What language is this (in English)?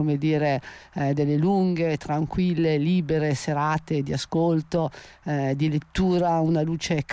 Italian